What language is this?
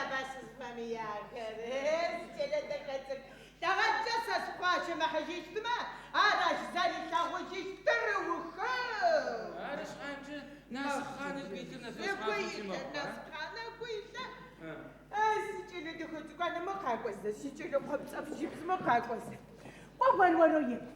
Adyghe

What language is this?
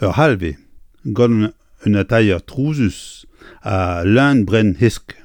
Breton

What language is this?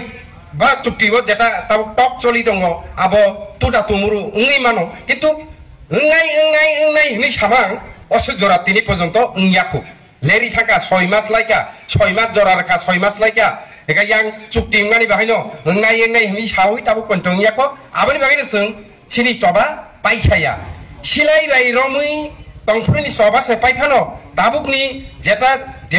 Riang (India)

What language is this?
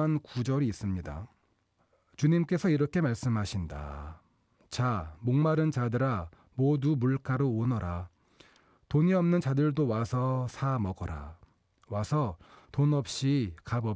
Korean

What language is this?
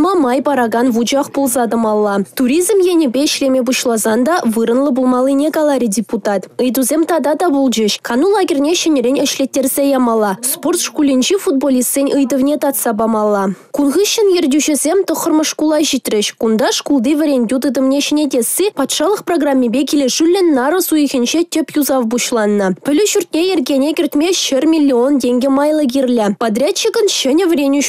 Chuvash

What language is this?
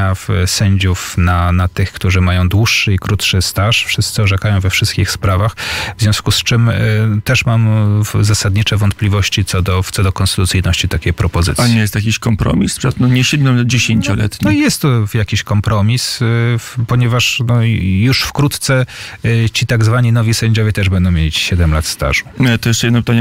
Polish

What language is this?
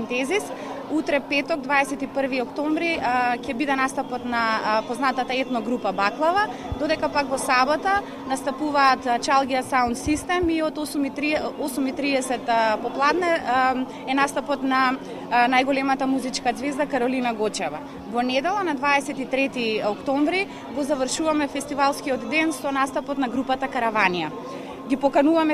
Macedonian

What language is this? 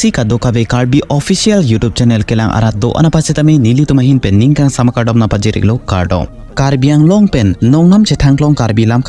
Karbi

